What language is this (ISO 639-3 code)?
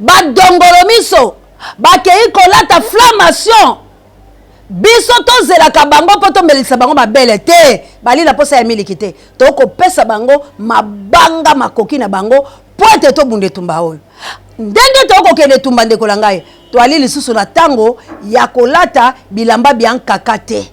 lin